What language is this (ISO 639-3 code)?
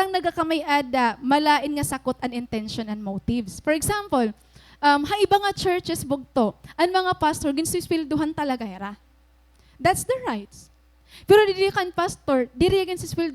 war